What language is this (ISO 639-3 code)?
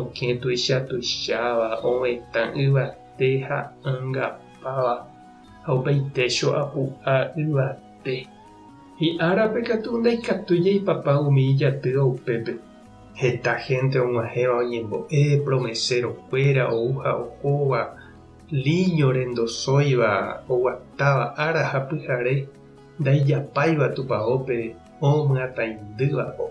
grn